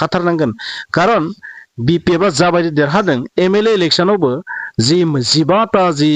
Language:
Bodo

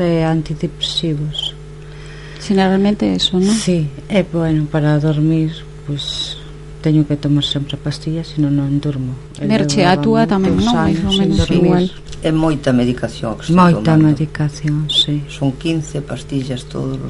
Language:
Galician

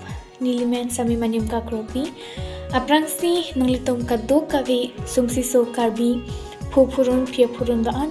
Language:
Karbi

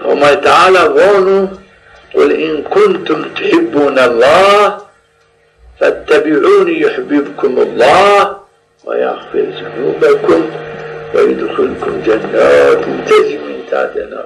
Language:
Zaza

